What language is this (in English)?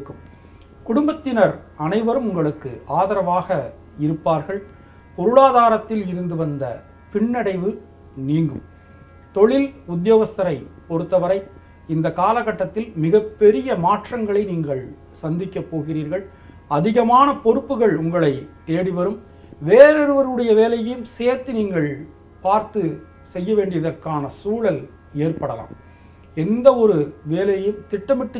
Tamil